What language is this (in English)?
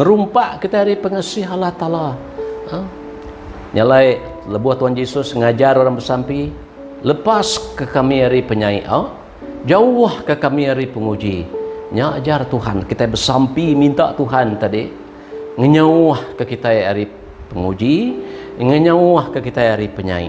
Iban